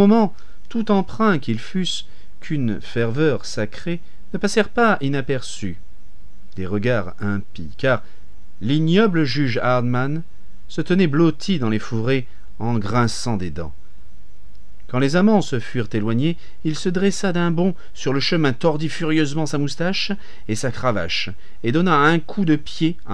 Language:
French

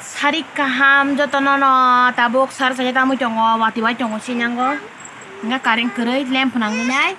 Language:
Kok Borok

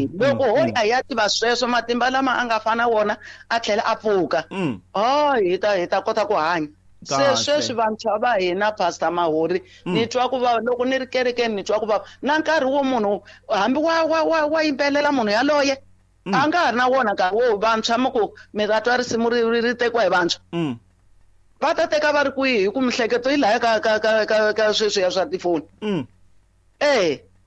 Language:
Tsonga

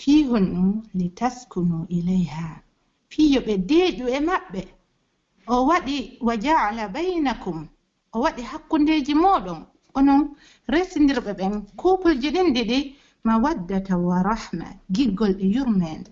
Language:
Pular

